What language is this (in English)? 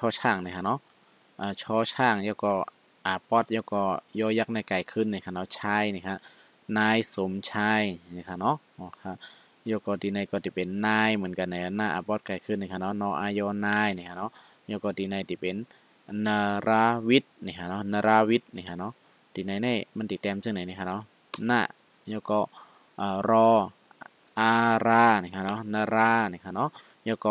Shan